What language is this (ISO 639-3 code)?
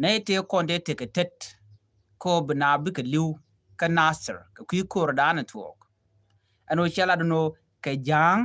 nus